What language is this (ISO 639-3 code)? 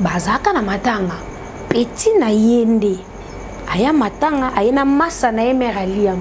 lin